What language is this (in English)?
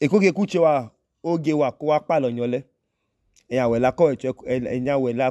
Idoma